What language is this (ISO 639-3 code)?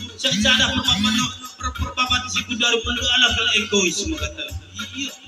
btx